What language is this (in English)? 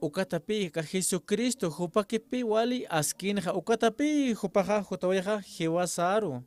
Aymara